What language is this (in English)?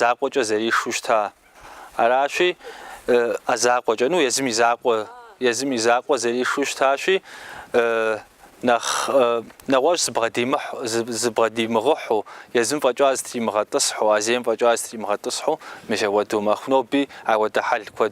Kabardian